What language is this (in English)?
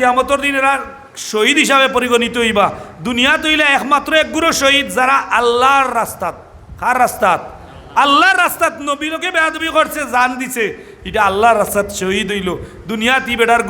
Sylheti